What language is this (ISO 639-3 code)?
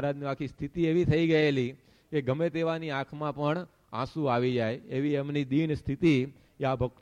guj